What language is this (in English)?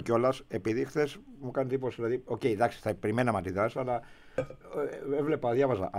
Greek